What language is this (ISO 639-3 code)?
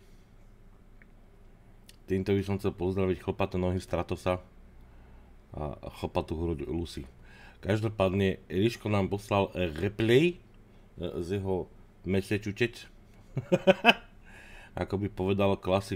slk